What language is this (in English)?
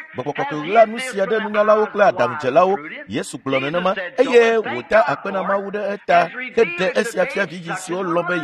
Ewe